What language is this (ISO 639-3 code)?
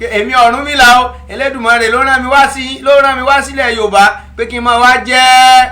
yor